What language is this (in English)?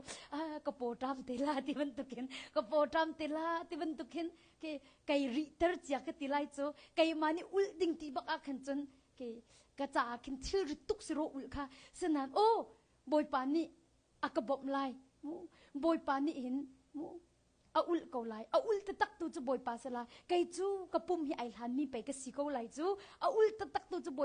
Hakha Chin